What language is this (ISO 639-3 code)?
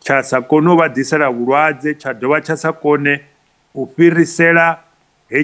ven